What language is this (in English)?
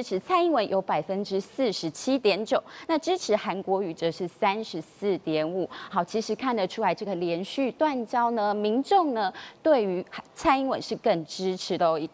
Chinese